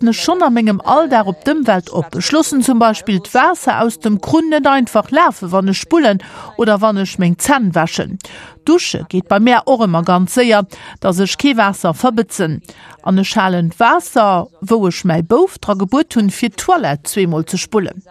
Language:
Luxembourgish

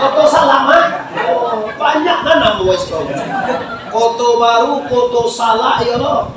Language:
Minangkabau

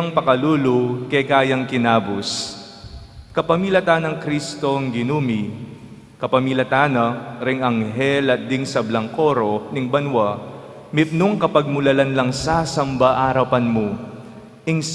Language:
Pampanga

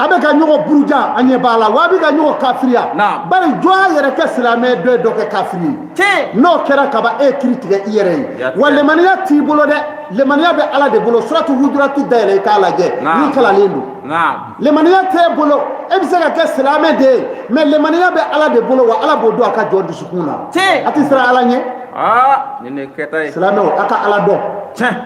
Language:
Bambara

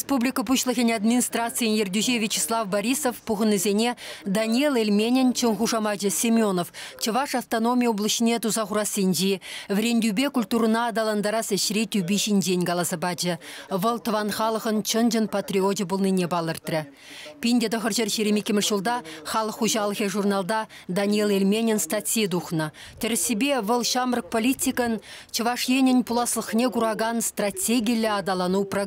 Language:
Chuvash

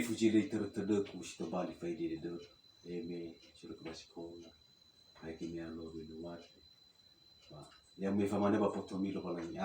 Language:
Nias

